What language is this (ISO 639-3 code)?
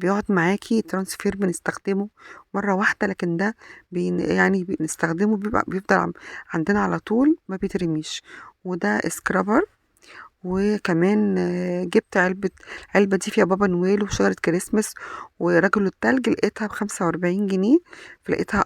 arz